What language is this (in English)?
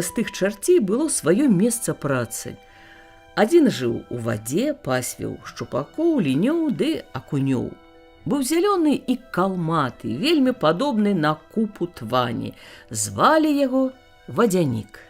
Belarusian